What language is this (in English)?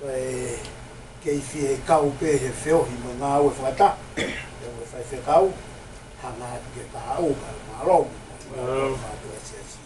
Tongan